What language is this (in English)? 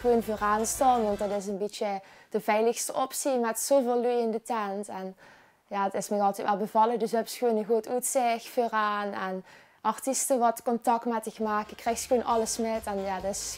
Limburgish